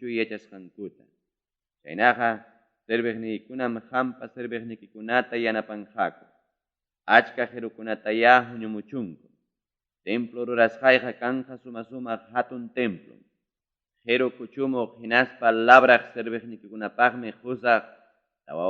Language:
Ayacucho Quechua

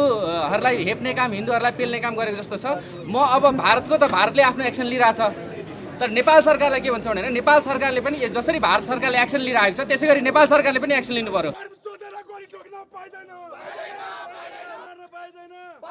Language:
Nepali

